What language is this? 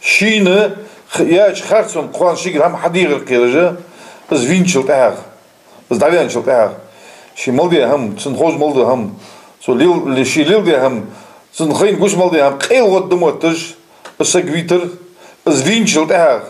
Ingush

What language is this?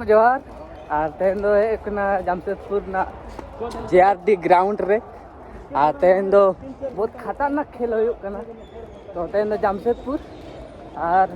Santali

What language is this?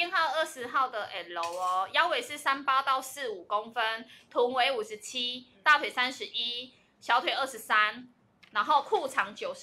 Chinese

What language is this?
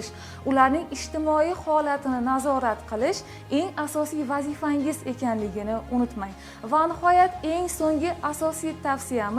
Uzbek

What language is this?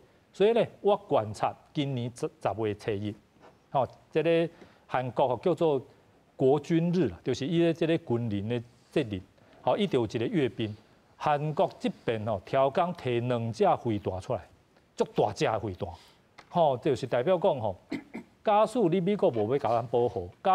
Min Nan Chinese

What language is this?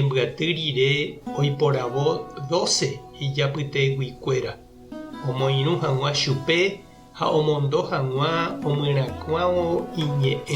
Guarani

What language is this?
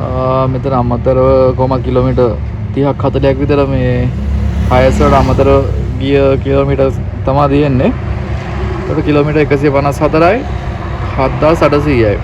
Sinhala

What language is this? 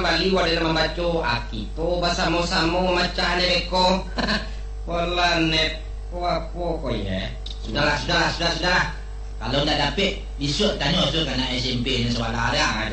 Minangkabau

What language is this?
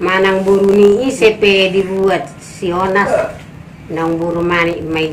Batak Toba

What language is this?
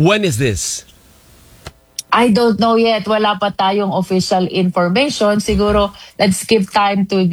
Filipino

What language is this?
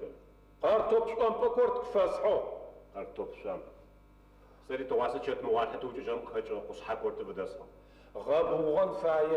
Adyghe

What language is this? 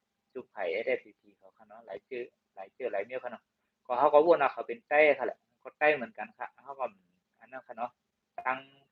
Shan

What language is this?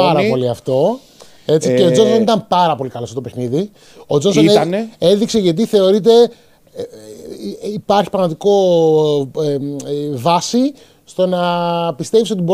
Greek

